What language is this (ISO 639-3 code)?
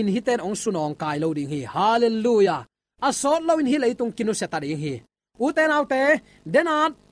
ctd